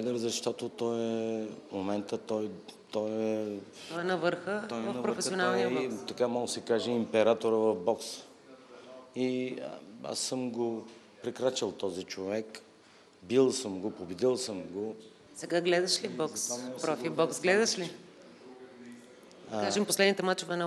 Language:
Bulgarian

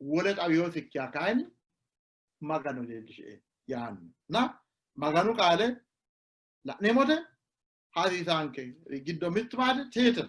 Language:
Sidamo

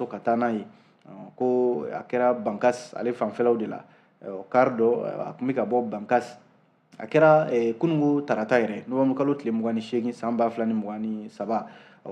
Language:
Bambara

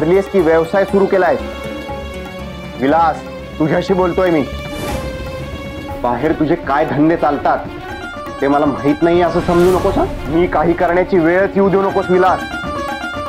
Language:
Marathi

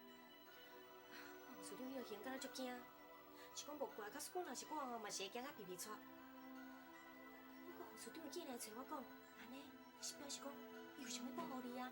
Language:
Min Nan Chinese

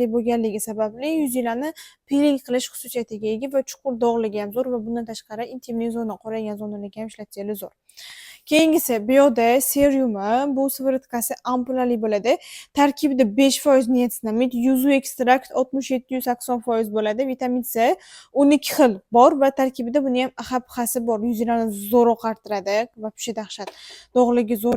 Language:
Uzbek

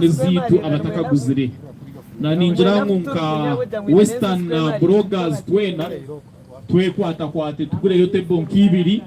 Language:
Nyankole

